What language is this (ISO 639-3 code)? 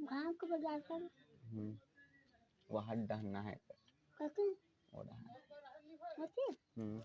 hne